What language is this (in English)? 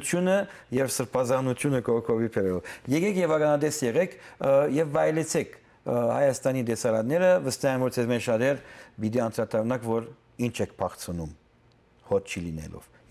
Western Armenian